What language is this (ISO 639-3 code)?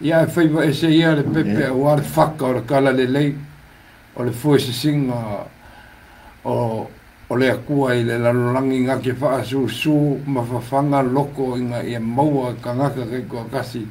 smo